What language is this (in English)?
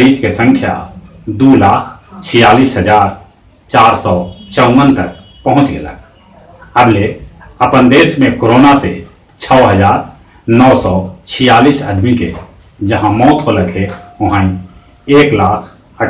Magahi